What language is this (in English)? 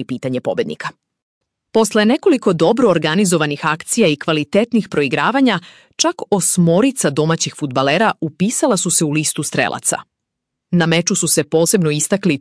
Serbian